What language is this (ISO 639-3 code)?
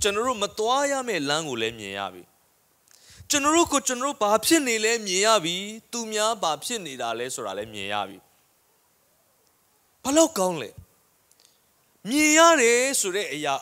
mya